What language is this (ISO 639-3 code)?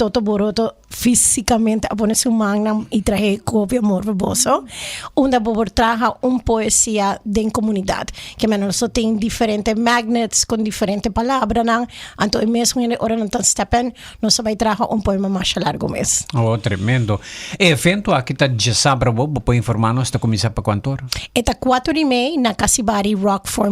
pap